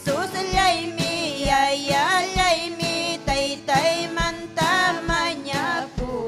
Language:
Ayacucho Quechua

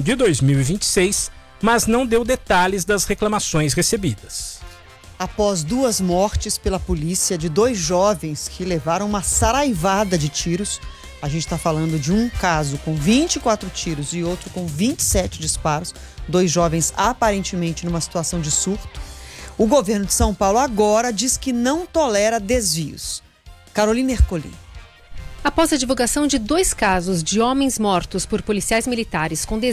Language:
Portuguese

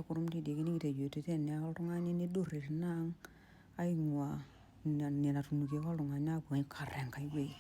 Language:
Masai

